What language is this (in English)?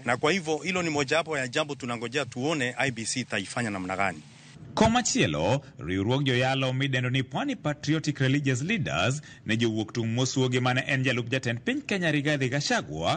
Luo (Kenya and Tanzania)